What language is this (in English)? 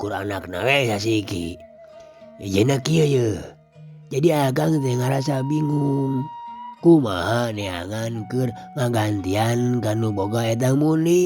Sundanese